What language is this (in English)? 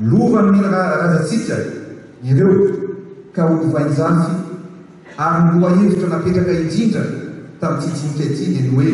Malagasy